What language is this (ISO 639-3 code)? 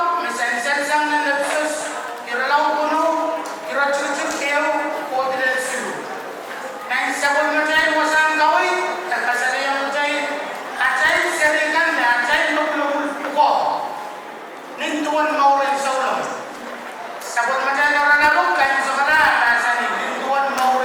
pon